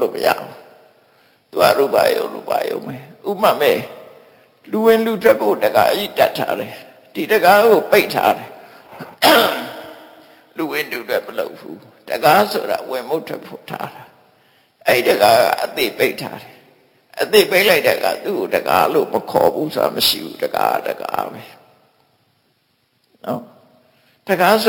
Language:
Burmese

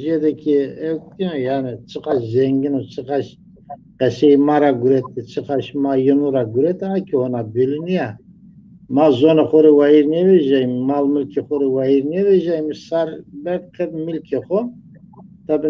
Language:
Zaza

